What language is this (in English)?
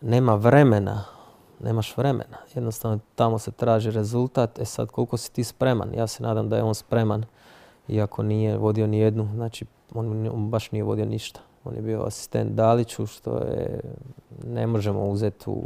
Croatian